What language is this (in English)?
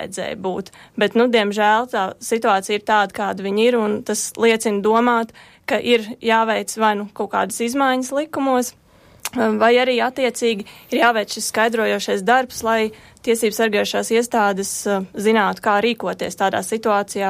Latvian